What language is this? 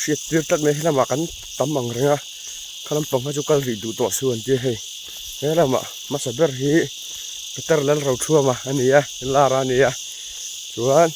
Mizo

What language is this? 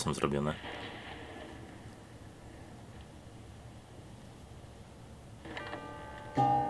Polish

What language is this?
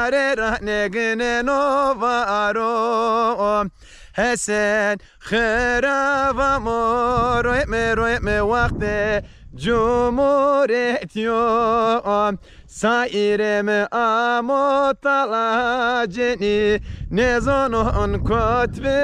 Zaza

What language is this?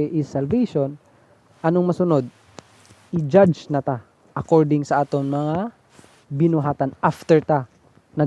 Hiligaynon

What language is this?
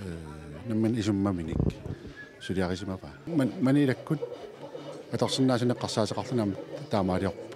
Kalaallisut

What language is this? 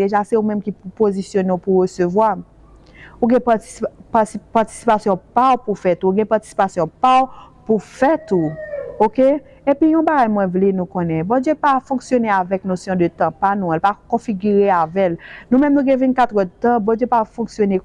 Haitian Creole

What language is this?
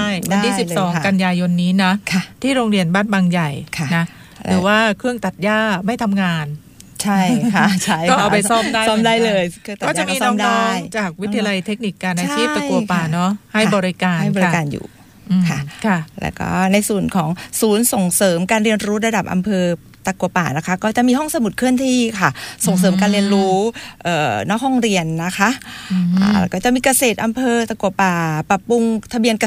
Thai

